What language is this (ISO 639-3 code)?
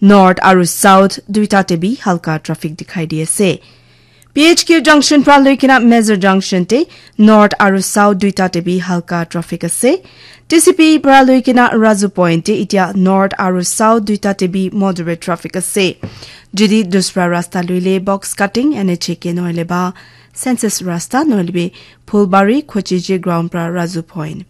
nag